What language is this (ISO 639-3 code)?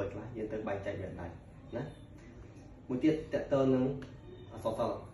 khm